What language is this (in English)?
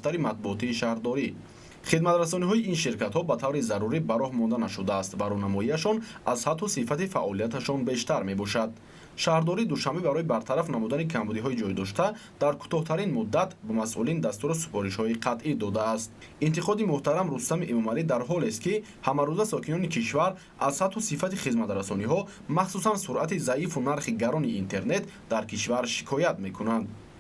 Tajik